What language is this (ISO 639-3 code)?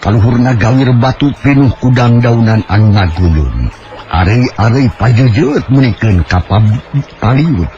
sun